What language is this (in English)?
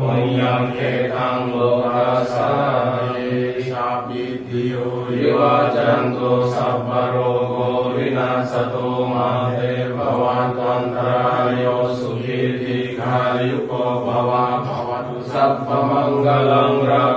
Pali